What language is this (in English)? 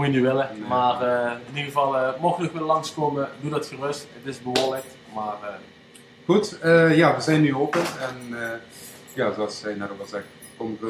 Dutch